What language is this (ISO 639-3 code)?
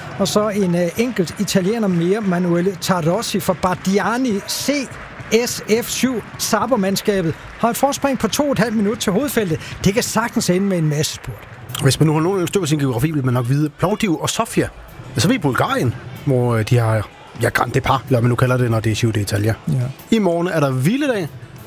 dan